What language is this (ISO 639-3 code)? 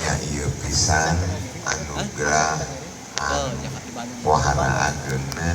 sun